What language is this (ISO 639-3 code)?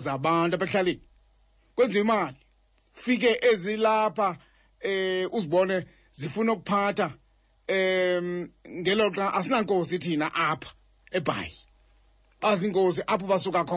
xho